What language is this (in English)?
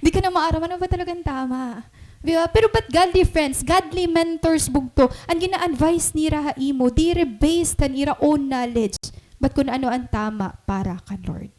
Waray